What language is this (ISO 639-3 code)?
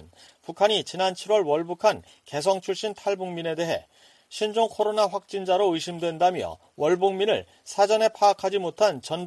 kor